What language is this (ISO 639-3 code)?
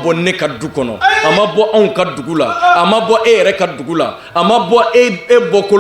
bam